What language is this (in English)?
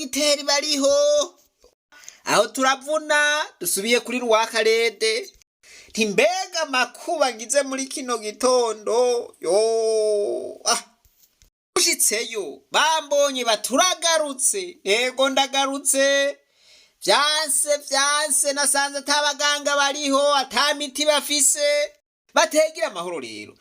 Rundi